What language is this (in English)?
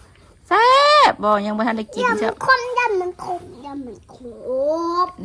Northeastern Thai